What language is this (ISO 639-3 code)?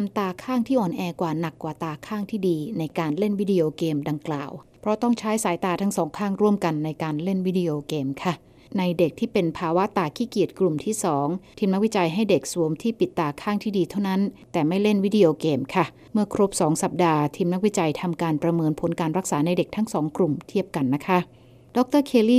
tha